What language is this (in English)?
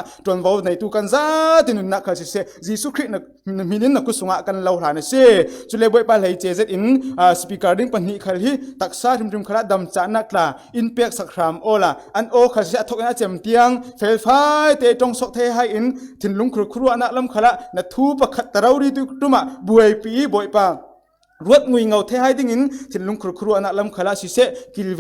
Falam Chin